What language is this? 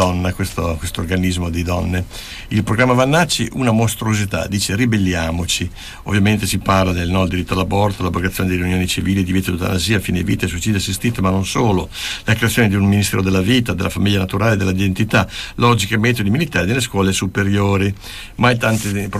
Italian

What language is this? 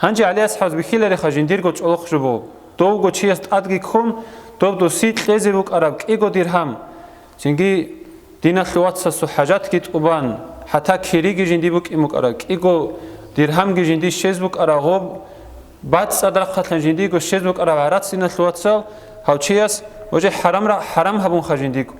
Avaric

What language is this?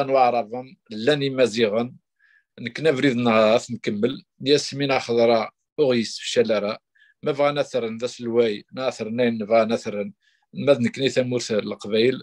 Kabyle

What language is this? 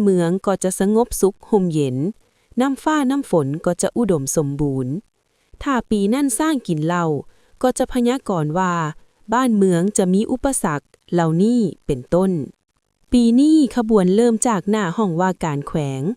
Lao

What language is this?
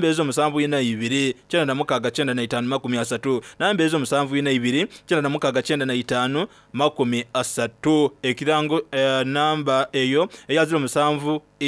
Soga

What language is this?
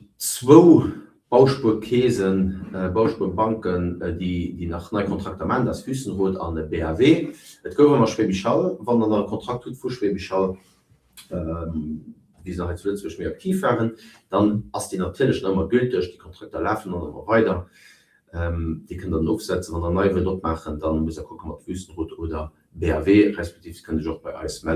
Luxembourgish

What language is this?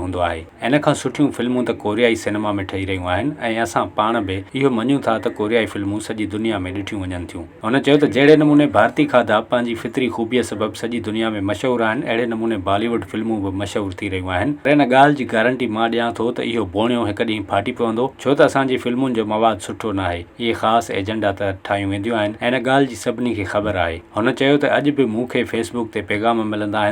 Sindhi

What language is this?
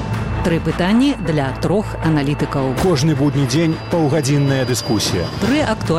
Belarusian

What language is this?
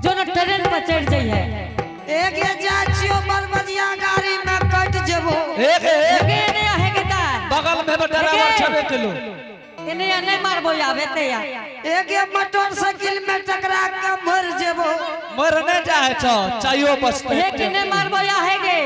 Angika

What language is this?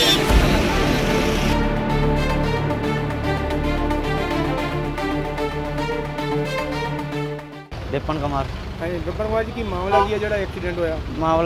Punjabi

